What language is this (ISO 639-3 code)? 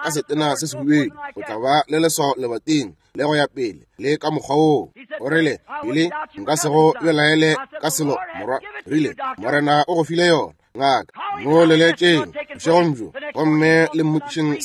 nso